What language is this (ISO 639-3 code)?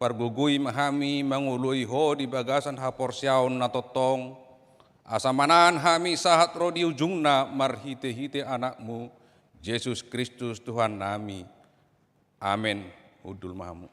bbc